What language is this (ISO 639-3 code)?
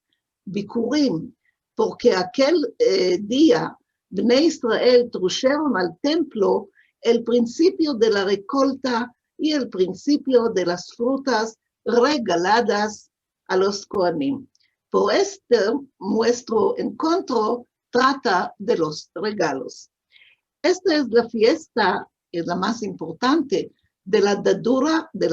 lad